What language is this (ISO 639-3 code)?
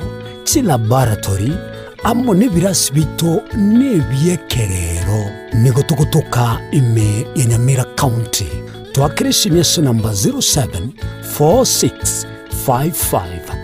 guz